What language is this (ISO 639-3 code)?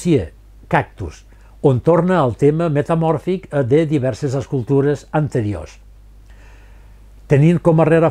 cat